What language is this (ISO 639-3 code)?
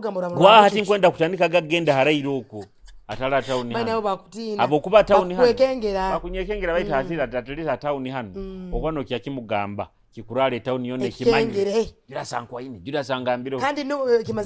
nyo